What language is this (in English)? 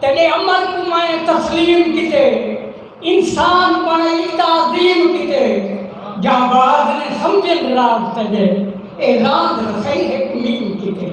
Saraiki